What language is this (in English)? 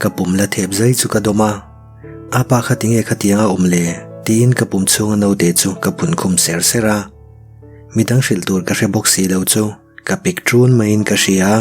Mizo